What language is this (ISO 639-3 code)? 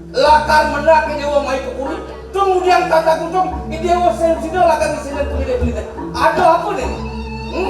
ban